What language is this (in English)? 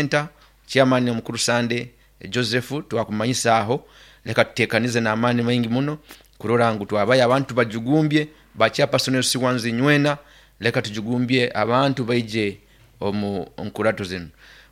Nyoro